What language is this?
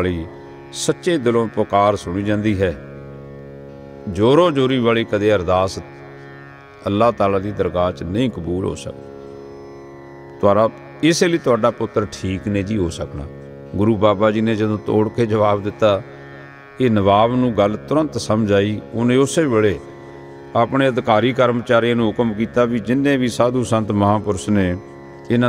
Punjabi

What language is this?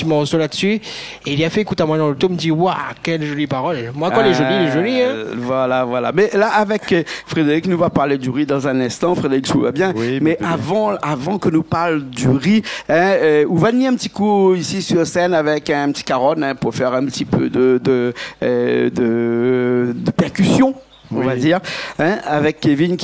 Réunion Creole French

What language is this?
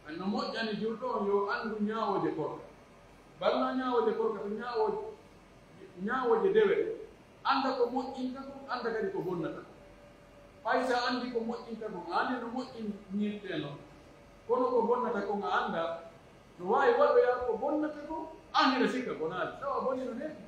Pular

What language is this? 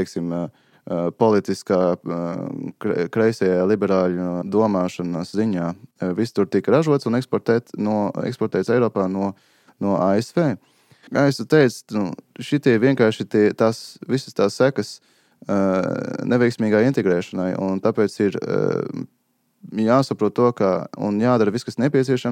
Latvian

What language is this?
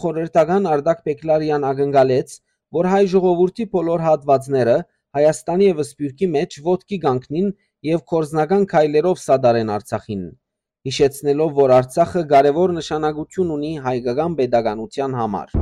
Western Armenian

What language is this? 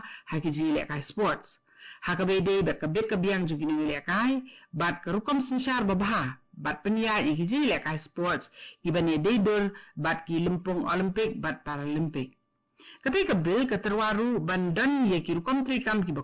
Khasi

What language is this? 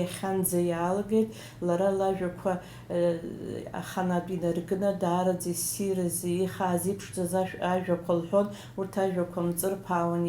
Abkhazian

